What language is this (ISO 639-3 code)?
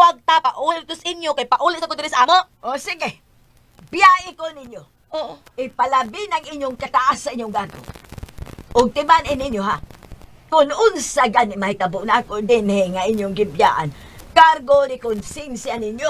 ceb